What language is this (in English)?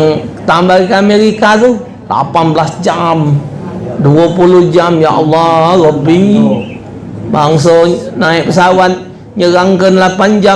Musi